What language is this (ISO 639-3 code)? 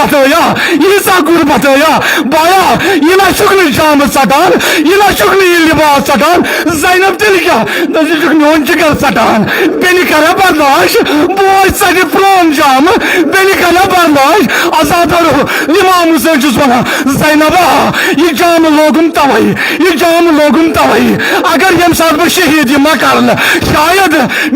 kas